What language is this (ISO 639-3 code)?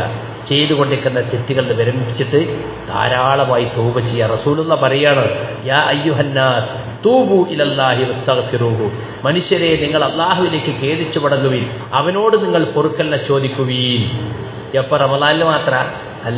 mal